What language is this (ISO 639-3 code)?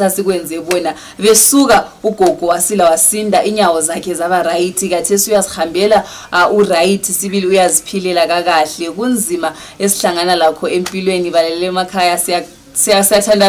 sna